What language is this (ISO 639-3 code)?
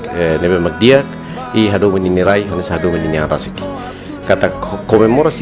tet